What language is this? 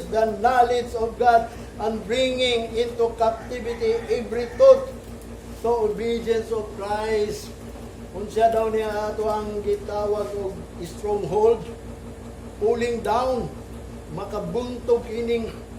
Cebuano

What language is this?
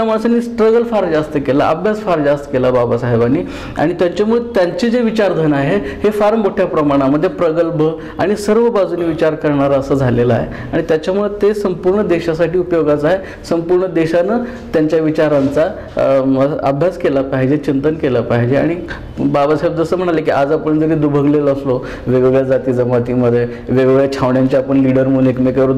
Marathi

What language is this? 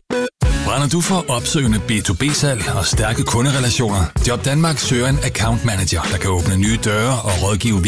Danish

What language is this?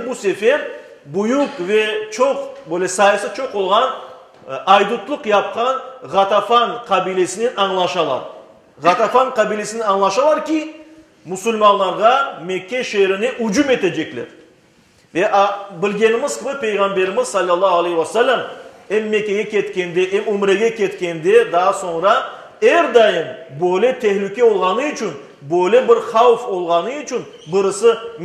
Crimean Tatar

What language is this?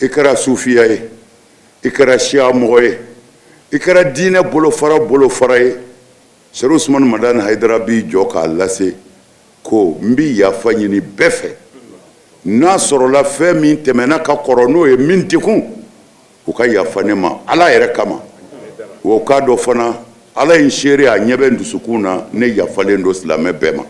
Bambara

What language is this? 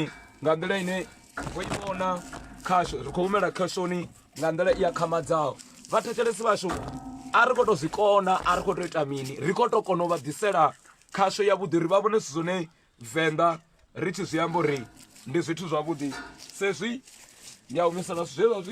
Venda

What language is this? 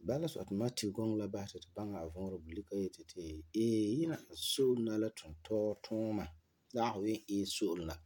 Frafra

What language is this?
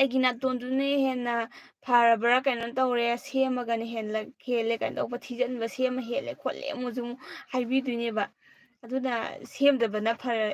Manipuri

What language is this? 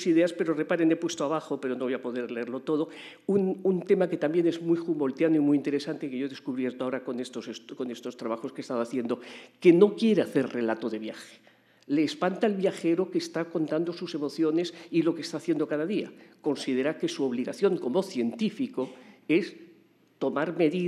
Spanish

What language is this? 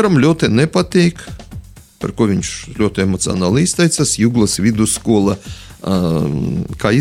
Latvian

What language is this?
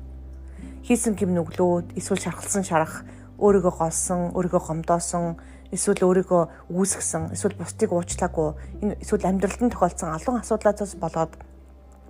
Mongolian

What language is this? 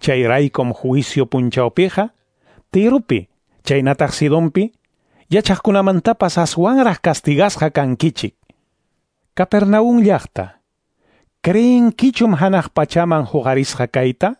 Quechua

